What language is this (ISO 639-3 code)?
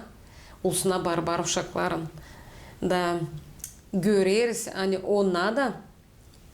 gag